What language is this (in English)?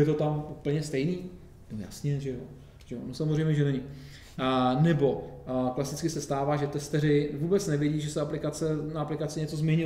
Czech